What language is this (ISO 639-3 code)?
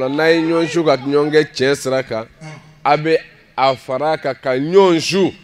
bam